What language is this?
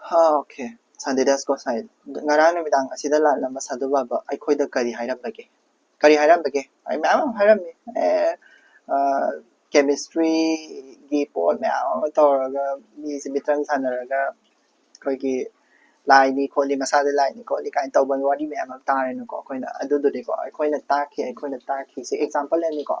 Manipuri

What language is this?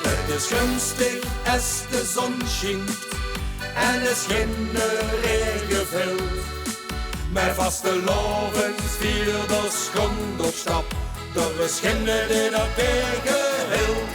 Limburgish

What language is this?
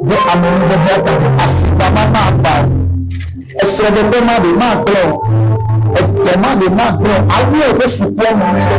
Ewe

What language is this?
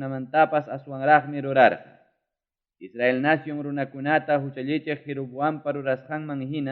Ayacucho Quechua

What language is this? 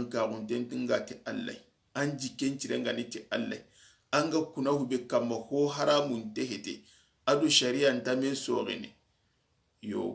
Soninke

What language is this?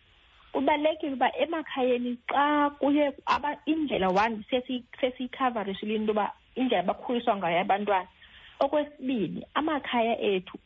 Xhosa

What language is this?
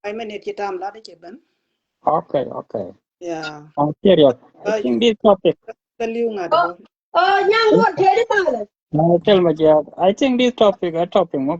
Nuer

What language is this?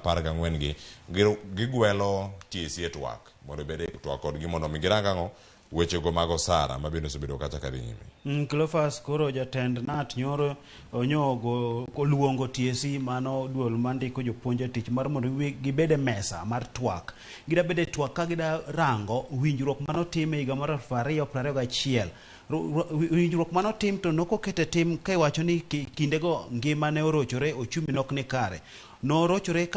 Luo (Kenya and Tanzania)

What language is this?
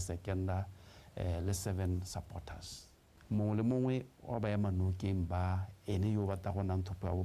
Tswana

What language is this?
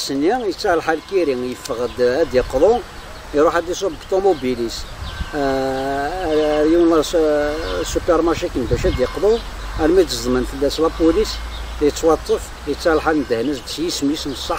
Kabyle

